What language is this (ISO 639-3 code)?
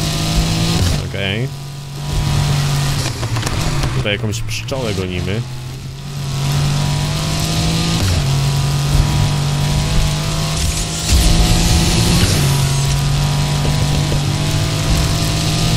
pol